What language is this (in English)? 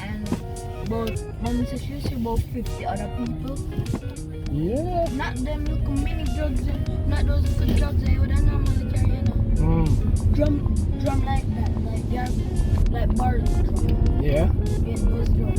Jamaican Creole English